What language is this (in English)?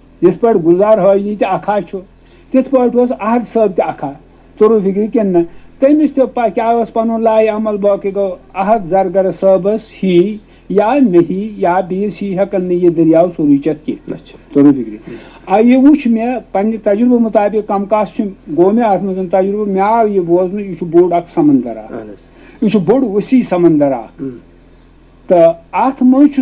Kashmiri